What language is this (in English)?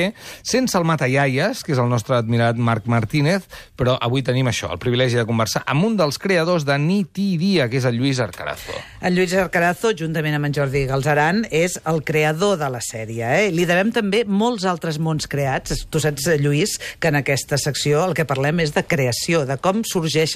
Catalan